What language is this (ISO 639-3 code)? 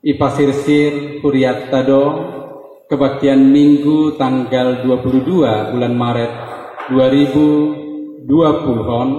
bts